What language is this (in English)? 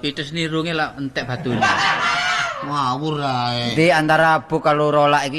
Javanese